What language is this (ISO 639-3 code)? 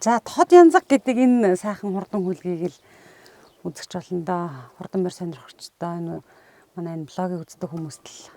mon